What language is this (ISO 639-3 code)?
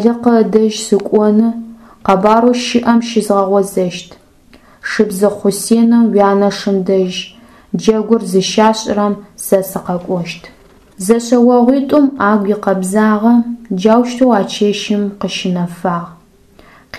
ady